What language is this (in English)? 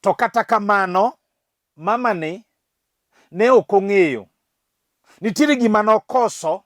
Luo (Kenya and Tanzania)